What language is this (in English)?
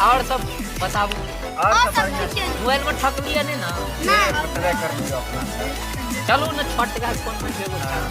Maithili